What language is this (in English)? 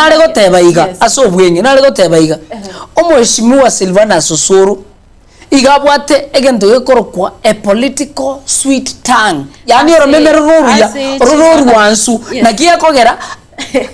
Gusii